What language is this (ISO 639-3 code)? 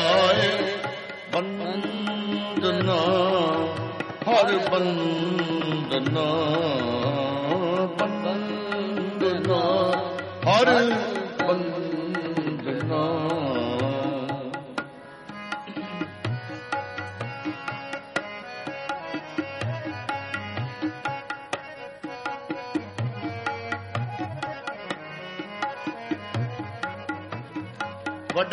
pan